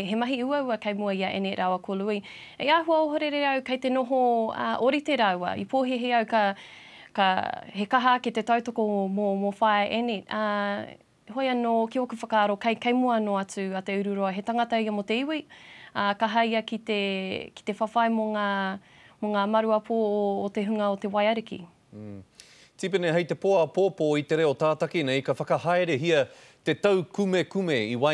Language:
Māori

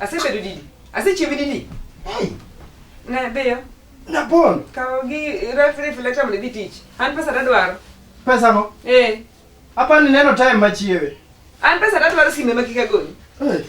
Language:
Luo (Kenya and Tanzania)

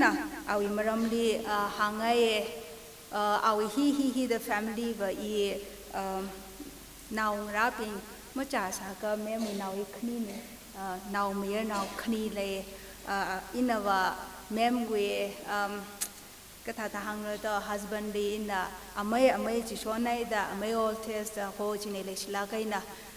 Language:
Tangkhul Naga (India)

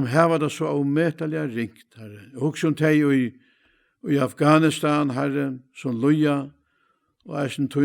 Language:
Faroese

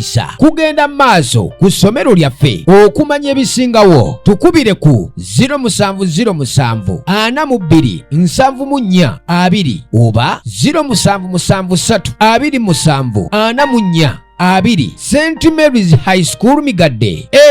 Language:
Ganda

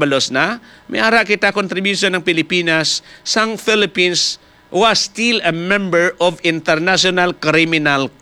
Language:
Hiligaynon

